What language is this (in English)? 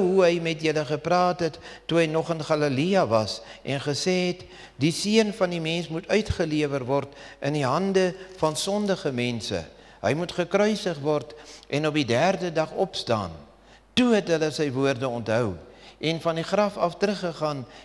Afrikaans